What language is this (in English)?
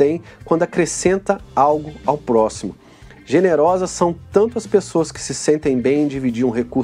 Portuguese